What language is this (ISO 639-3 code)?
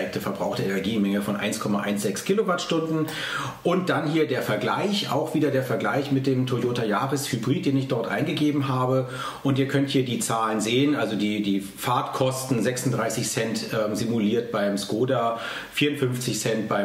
deu